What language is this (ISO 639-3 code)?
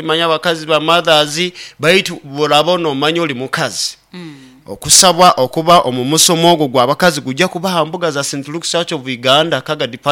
nyo